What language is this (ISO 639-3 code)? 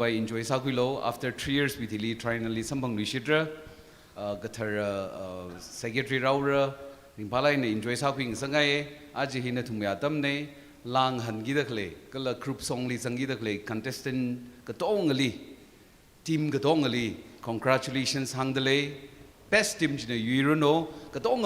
nmf